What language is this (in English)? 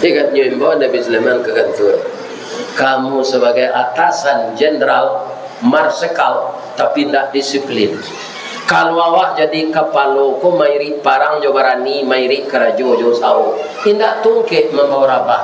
Minangkabau